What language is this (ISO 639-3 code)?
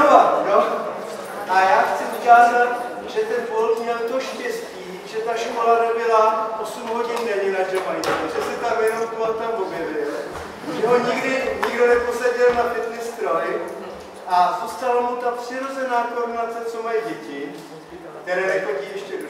ces